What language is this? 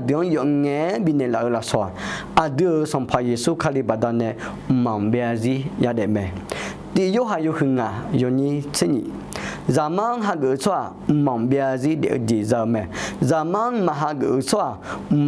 Akha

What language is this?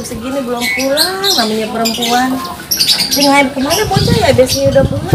Betawi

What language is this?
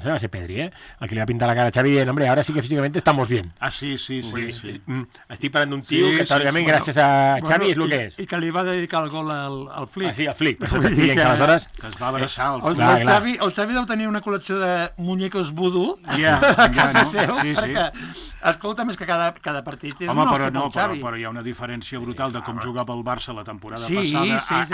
Catalan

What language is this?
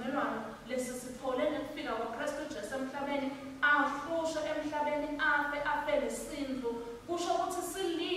Swati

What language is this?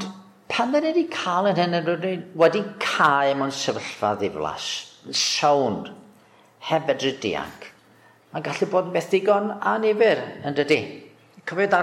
Welsh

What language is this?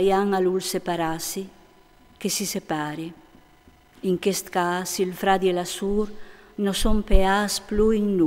Friulian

